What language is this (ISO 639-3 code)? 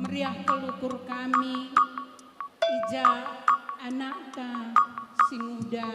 btx